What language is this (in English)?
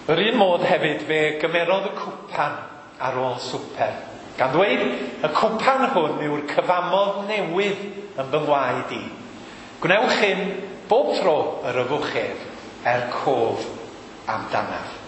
Welsh